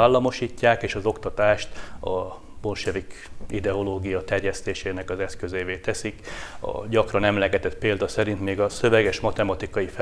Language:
Hungarian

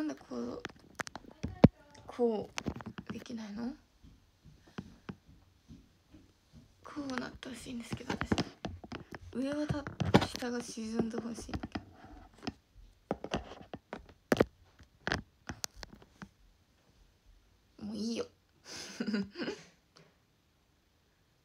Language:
Japanese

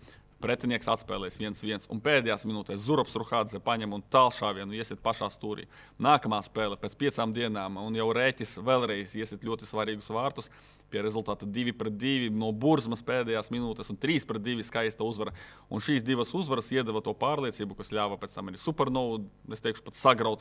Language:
Latvian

